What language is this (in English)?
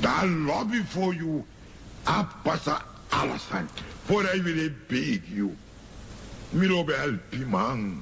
Sranan Tongo